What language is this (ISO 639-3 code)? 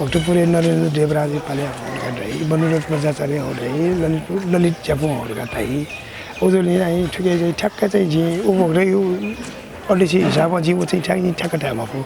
new